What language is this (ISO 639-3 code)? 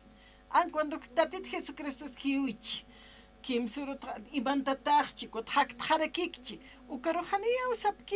aym